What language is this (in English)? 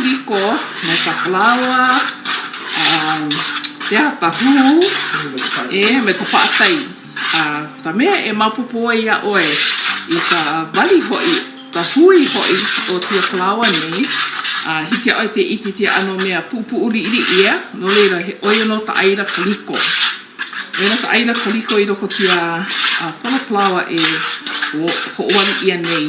Hawaiian